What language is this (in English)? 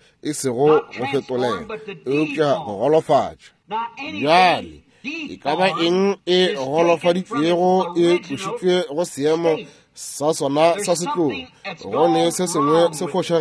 Northern Sotho